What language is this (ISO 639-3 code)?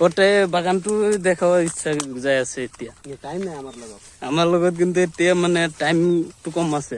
asm